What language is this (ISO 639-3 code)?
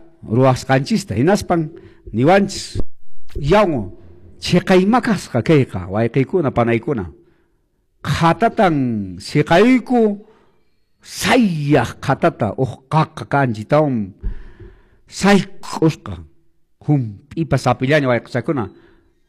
que